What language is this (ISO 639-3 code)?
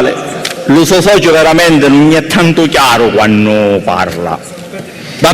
scn